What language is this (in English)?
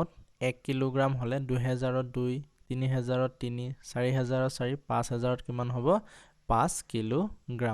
Assamese